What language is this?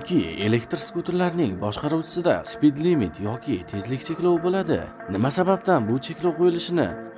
Uzbek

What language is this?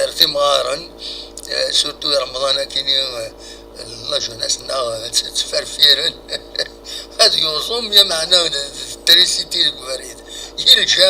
Kabyle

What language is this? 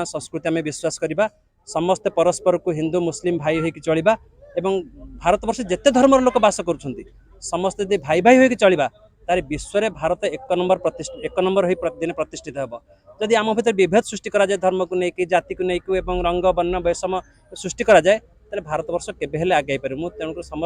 Odia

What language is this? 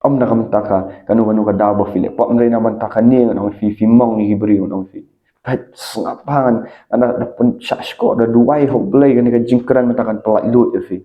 Khasi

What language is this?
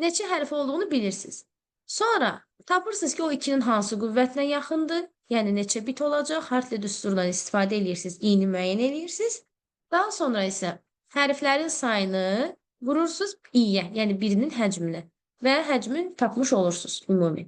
Azerbaijani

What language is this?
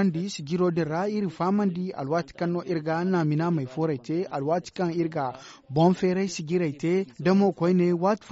Zarma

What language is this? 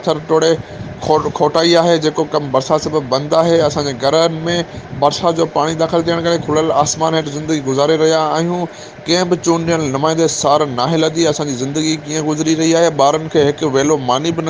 Sindhi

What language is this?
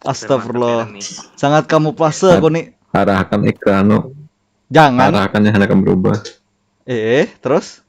Banjar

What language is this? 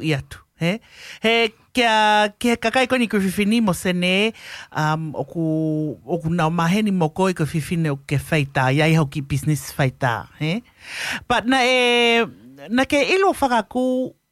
Tongan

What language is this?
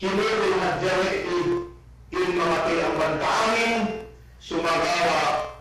Yakan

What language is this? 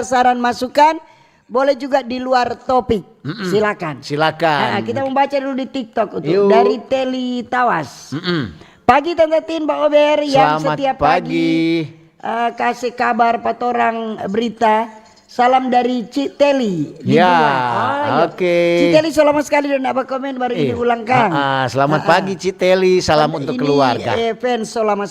Manado Malay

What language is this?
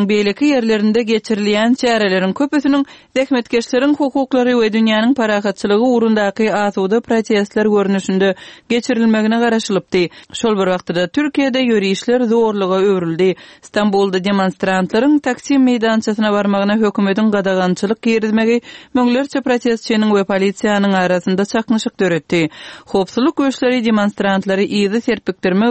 Turkmen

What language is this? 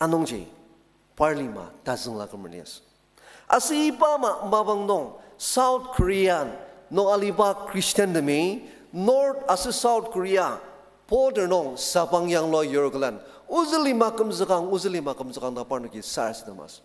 Ao Naga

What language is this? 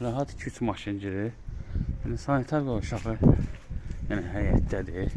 Azerbaijani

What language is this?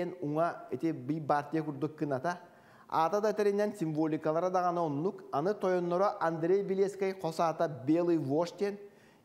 Yakut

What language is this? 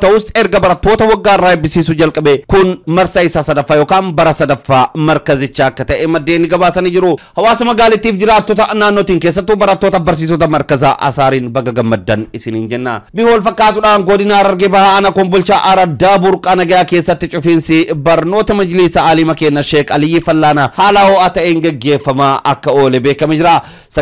Oromo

